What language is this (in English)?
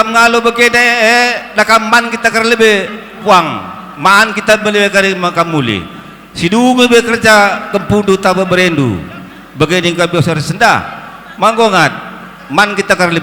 Batak Karo